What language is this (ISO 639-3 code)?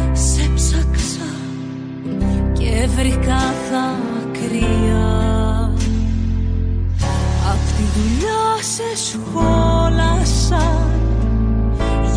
ell